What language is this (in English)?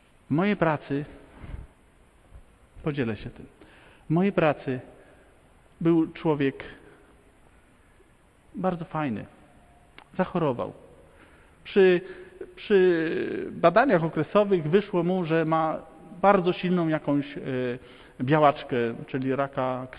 Polish